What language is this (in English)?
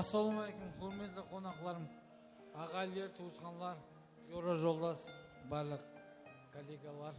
Kara-Kalpak